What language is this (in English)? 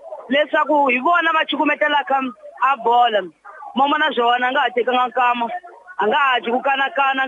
Tsonga